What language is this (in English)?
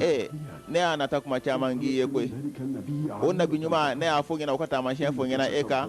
Bambara